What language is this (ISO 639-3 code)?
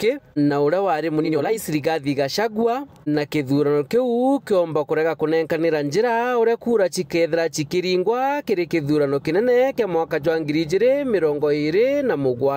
mer